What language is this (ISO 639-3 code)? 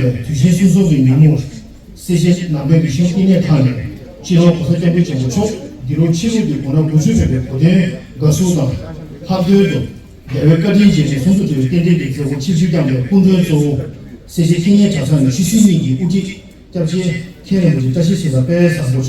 bod